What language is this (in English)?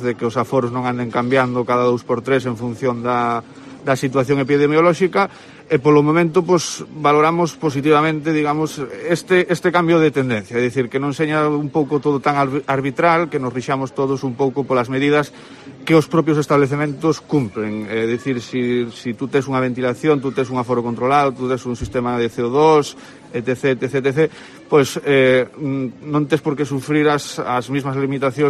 Galician